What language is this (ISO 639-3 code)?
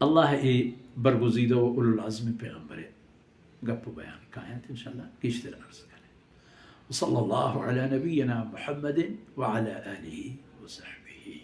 bal